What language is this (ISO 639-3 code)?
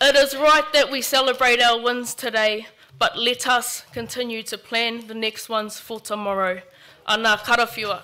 mri